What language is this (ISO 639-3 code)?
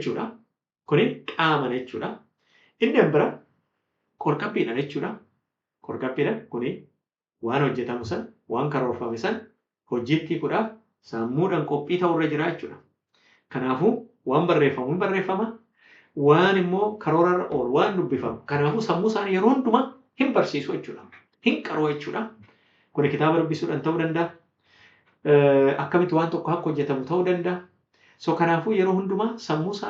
orm